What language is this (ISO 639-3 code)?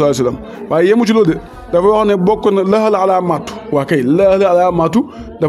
wol